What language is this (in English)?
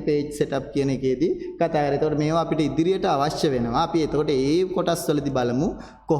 Sinhala